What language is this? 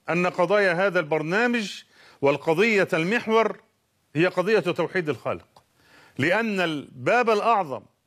Arabic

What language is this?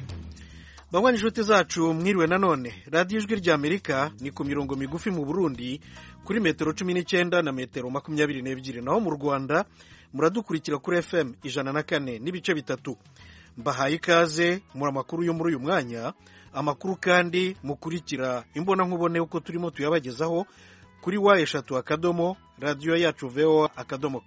Kinyarwanda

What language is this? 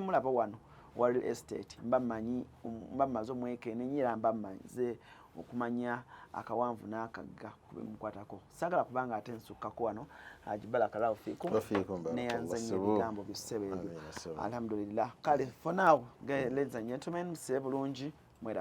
Ganda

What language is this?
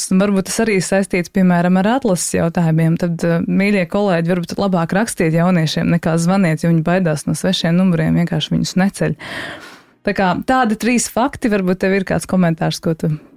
Latvian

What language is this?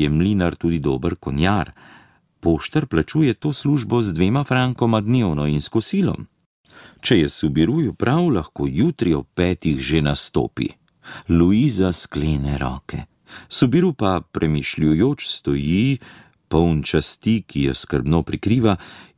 Slovenian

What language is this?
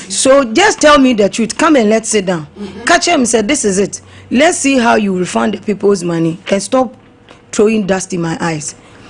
Akan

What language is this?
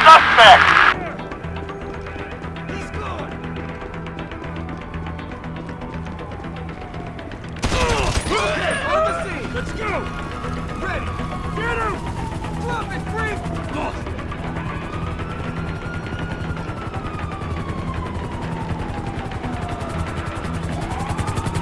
English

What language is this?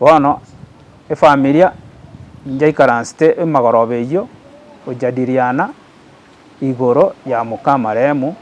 Gusii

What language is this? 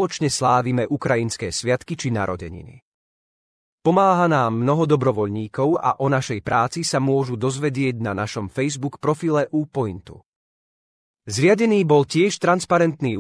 Slovak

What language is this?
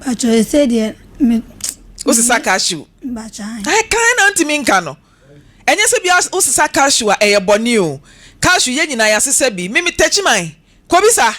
Akan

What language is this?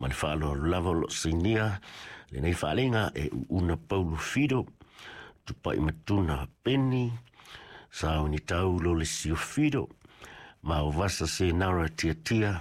Samoan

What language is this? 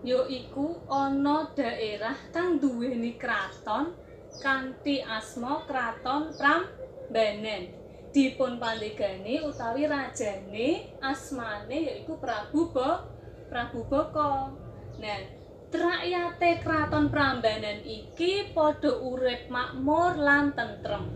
Javanese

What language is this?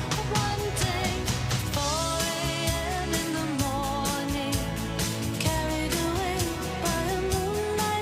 Faroese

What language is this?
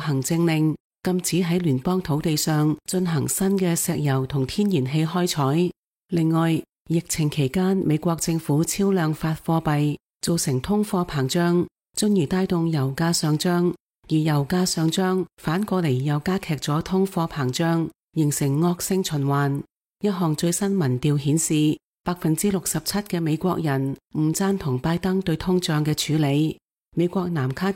Cantonese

